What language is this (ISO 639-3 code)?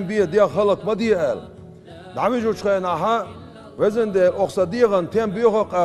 che